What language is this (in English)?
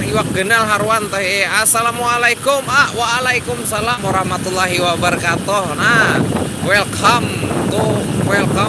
Banjar